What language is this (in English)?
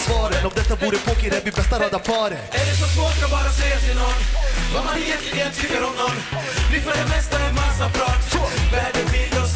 Swedish